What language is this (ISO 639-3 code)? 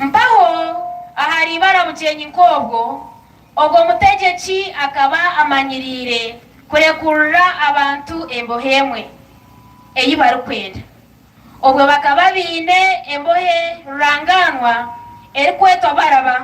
nyn